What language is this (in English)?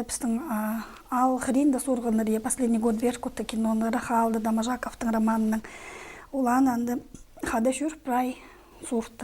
Khakas